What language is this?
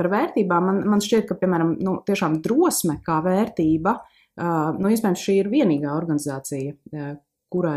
Latvian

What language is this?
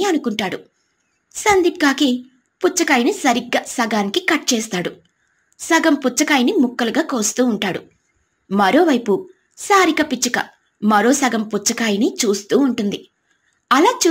Telugu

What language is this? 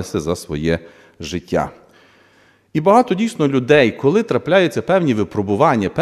Ukrainian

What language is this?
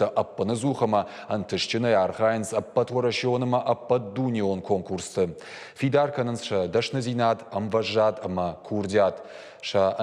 Ossetic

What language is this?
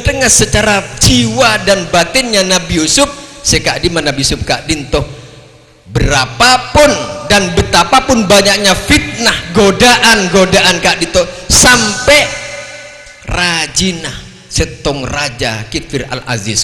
Madurese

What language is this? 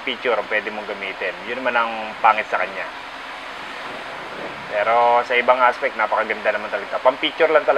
Filipino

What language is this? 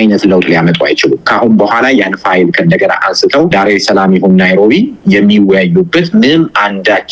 Amharic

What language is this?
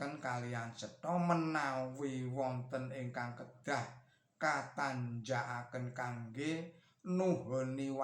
Javanese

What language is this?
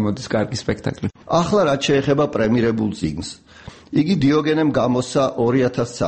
Georgian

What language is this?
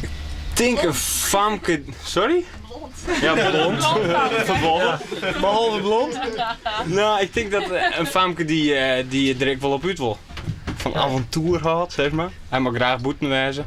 Western Frisian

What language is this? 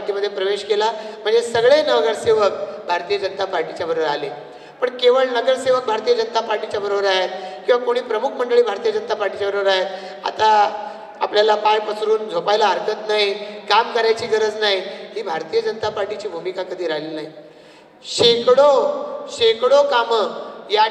Marathi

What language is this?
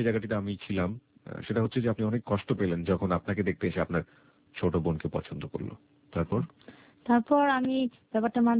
Bangla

